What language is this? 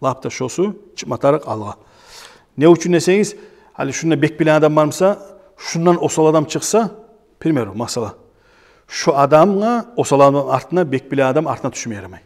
Kumyk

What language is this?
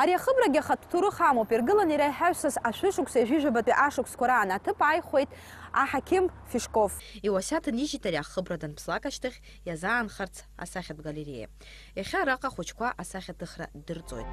Abkhazian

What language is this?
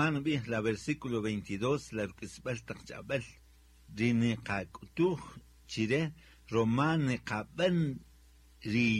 Kaqchikel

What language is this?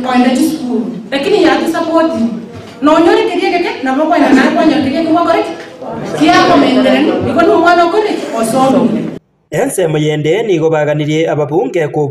Gusii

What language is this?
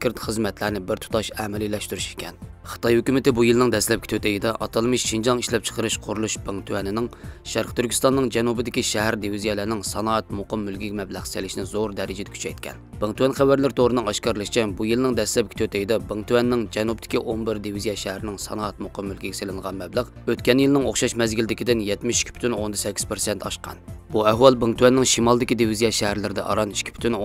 Uyghur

